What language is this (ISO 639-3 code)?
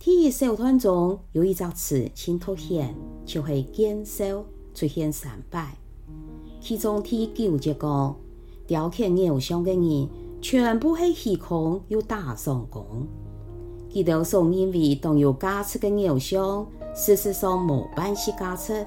hak